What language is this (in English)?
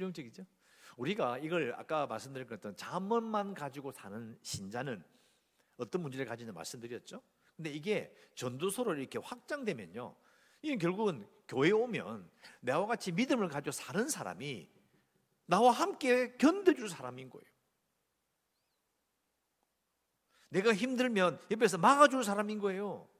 Korean